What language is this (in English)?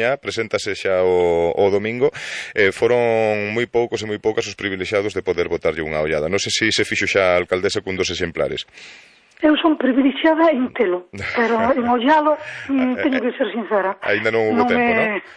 Galician